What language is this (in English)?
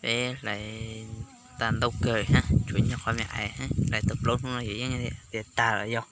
Hmong